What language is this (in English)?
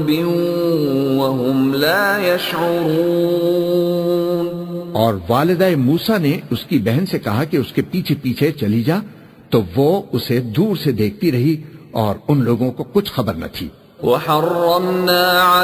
Urdu